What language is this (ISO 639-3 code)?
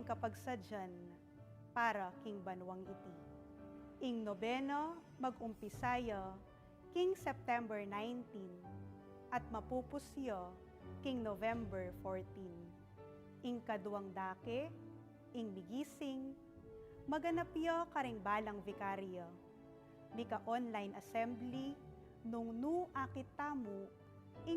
pam